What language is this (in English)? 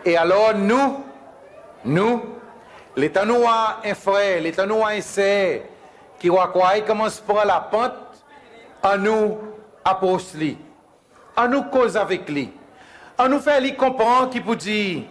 Seselwa Creole French